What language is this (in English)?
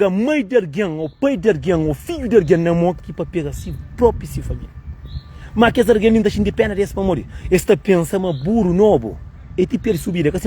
Kabuverdianu